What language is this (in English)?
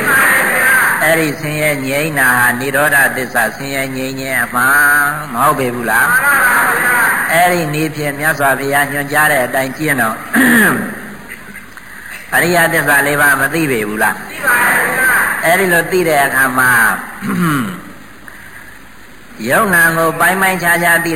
Burmese